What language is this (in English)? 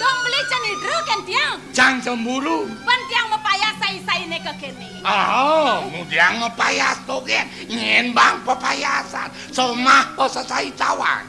Balinese